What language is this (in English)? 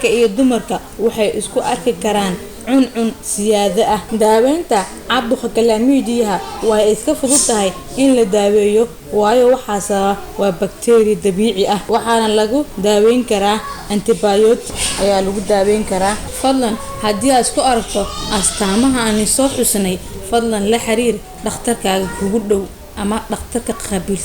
Somali